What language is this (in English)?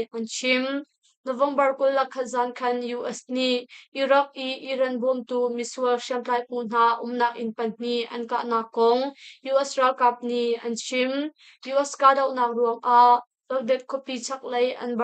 Hakha Chin